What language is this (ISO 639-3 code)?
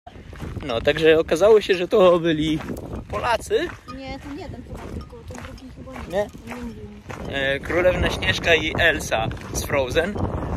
pol